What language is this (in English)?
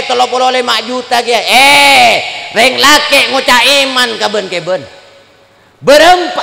Madurese